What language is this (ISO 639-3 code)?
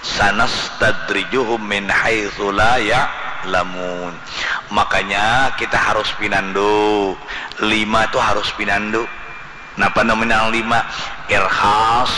bjn